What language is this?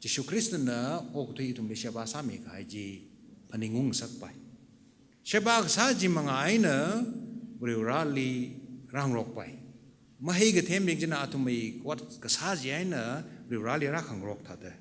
Tangkhul Naga (India)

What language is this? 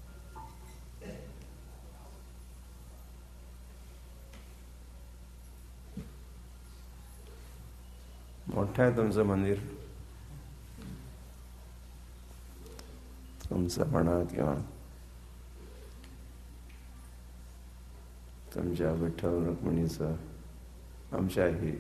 Marathi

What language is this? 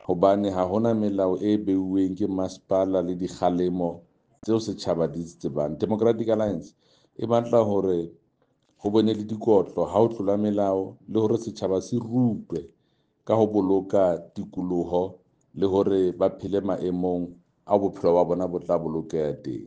Southern Sotho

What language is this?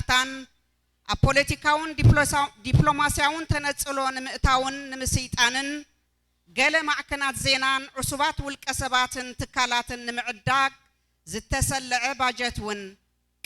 Tigrinya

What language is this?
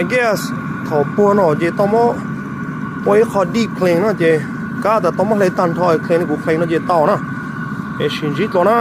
Hmong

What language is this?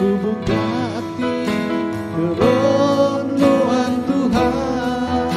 Iban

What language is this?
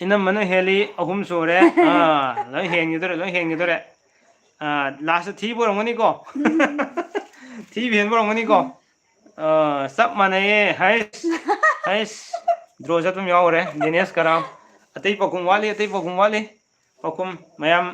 Manipuri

